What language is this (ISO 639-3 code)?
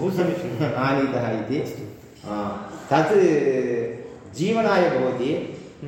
san